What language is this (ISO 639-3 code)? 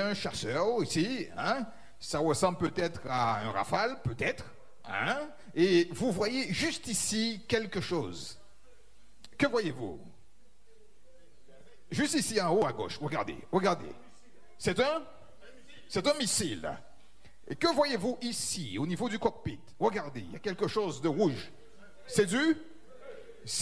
fra